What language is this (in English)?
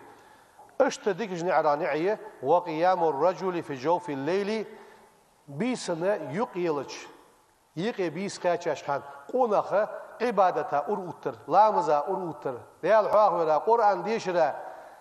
Ingush